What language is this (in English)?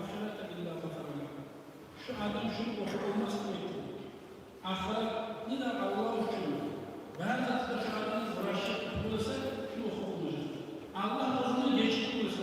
Kumyk